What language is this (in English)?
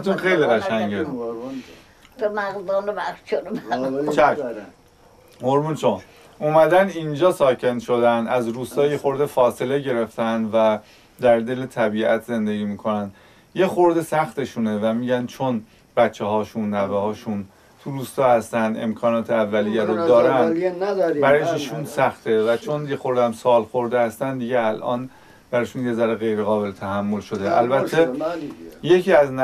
Persian